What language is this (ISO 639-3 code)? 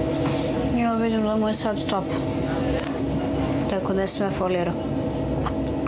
srp